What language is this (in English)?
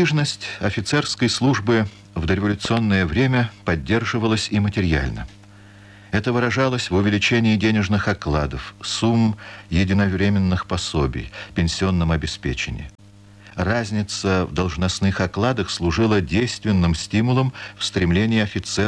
Russian